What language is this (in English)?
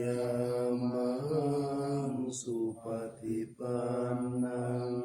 Pali